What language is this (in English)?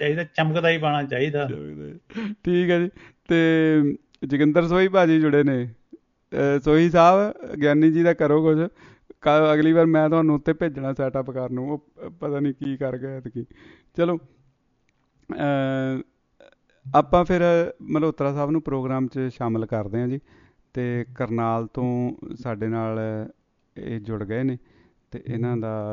Punjabi